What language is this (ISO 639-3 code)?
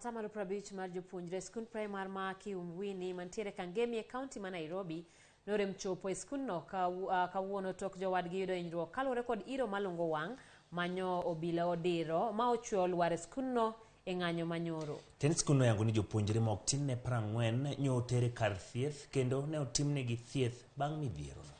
luo